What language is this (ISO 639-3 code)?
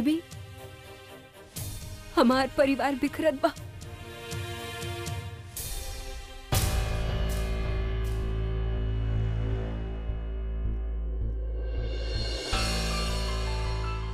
bho